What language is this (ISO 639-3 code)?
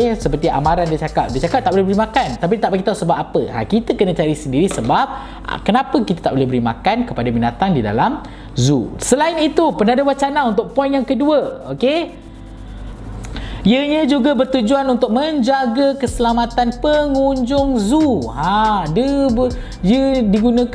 msa